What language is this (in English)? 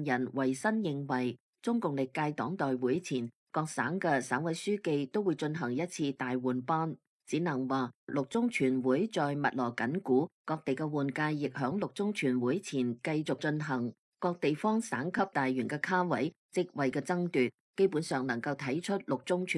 Cantonese